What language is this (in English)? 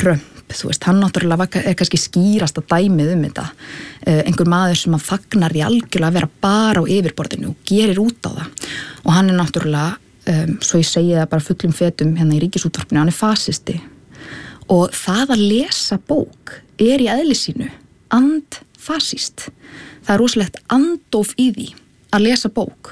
Icelandic